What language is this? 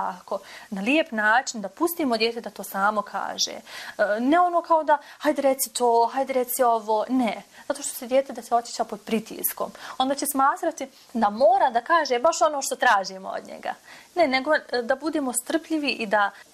Bosnian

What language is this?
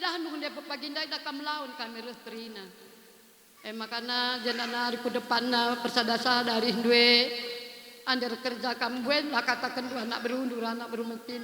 Batak Karo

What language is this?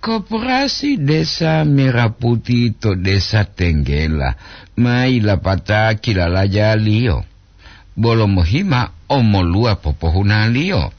Gorontalo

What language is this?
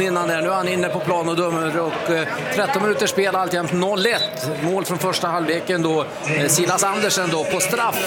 Swedish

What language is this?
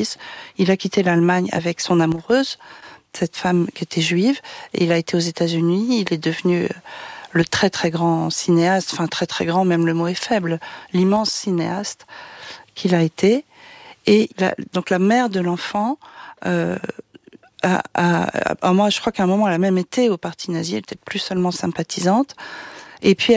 French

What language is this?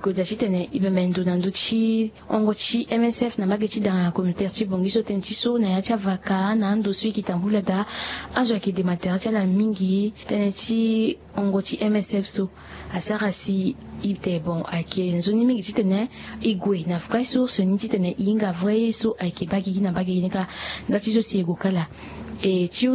Sango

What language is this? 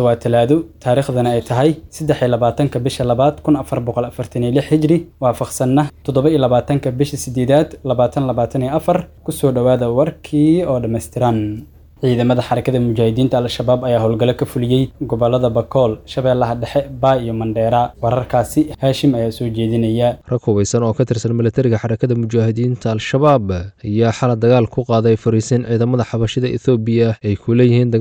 Somali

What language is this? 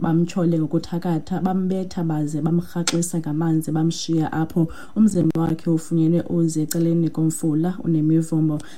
Xhosa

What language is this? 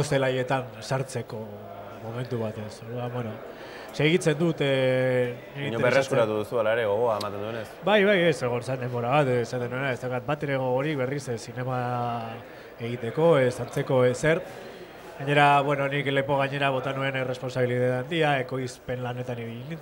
Basque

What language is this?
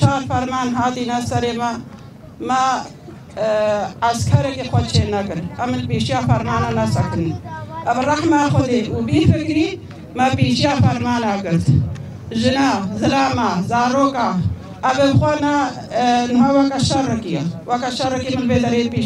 Kurdish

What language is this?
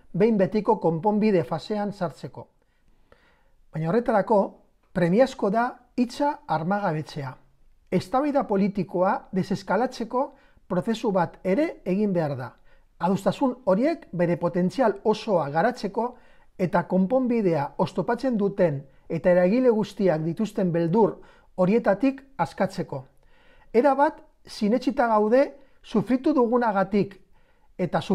Basque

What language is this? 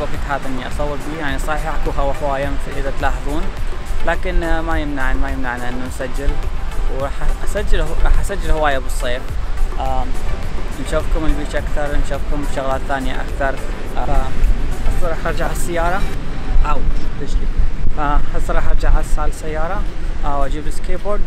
Mesopotamian Arabic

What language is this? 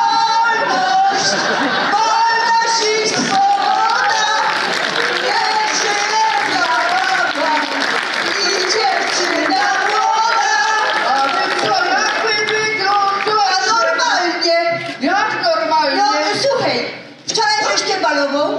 Silesian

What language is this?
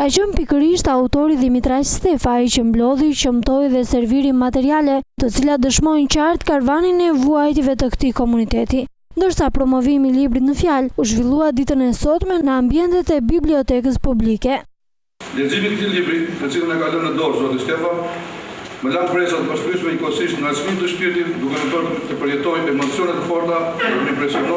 Albanian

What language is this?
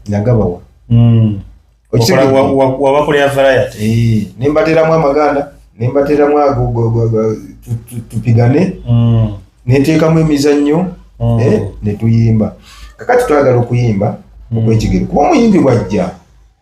Ganda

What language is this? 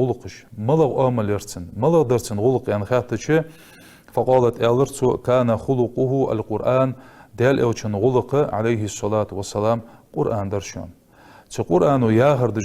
Ingush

